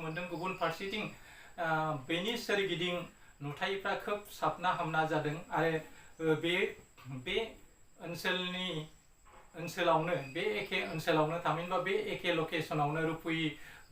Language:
Bodo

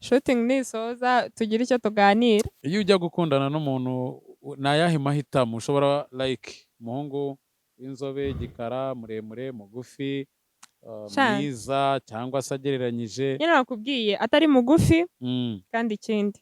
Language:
Kinyarwanda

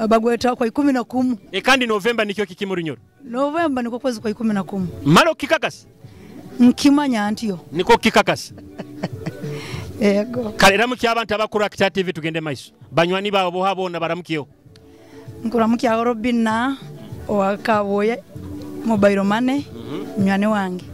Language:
Nyoro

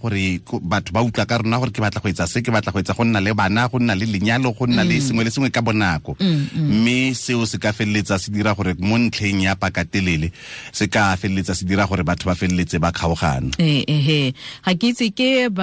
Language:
Tswana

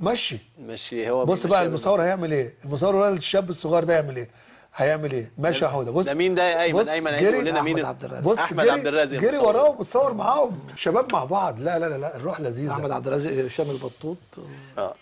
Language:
Egyptian Arabic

